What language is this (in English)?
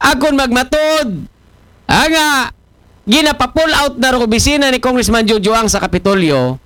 Aklanon